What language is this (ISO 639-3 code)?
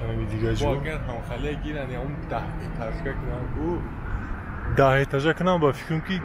tgk